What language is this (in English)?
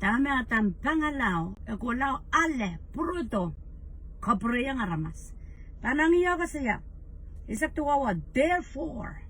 Pohnpeian